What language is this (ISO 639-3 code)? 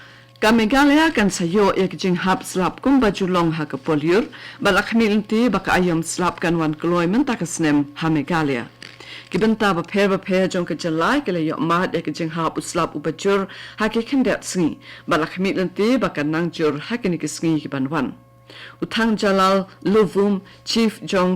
kha